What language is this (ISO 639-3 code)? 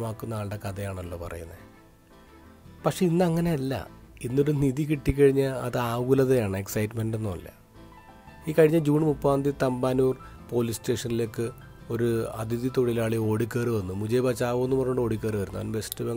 mal